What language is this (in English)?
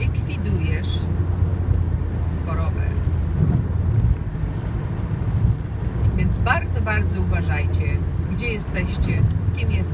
Polish